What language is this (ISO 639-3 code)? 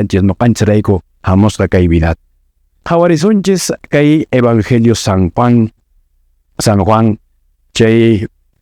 que